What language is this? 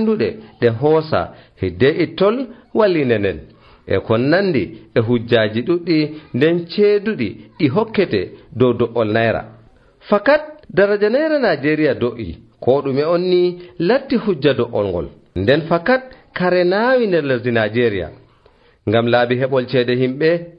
Nigerian Fulfulde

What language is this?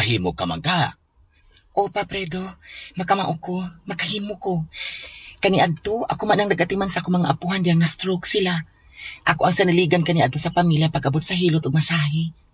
Cebuano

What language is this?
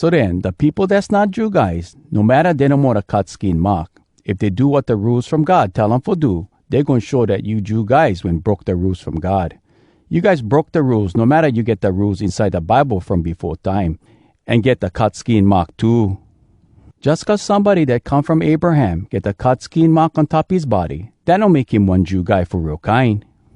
Hawai'i Creole English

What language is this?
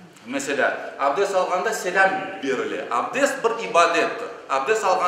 Crimean Tatar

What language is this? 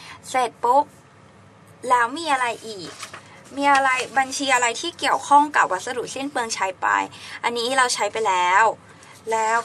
Thai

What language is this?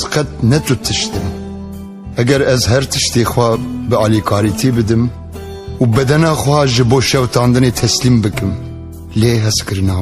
Kurdish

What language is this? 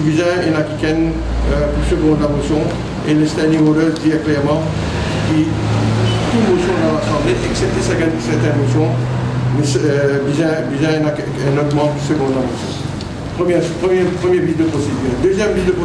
Morisyen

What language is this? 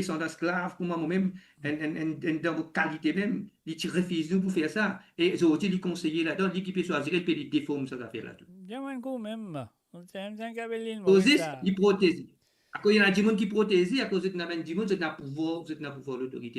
Morisyen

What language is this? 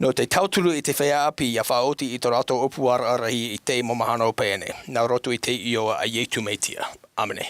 Tahitian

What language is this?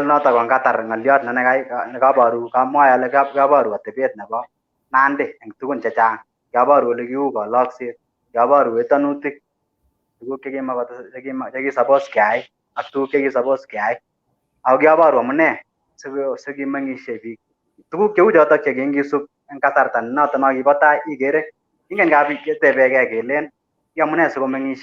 Kalenjin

